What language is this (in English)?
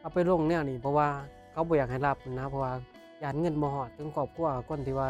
Lao